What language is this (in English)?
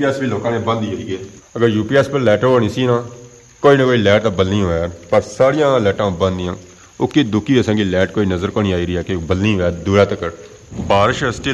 Pahari-Potwari